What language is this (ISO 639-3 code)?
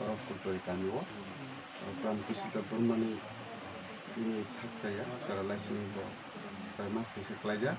trp